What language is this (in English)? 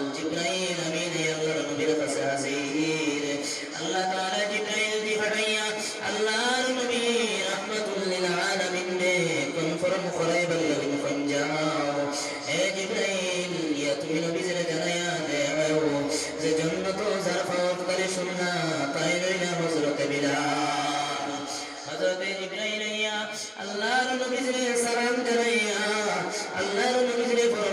Sylheti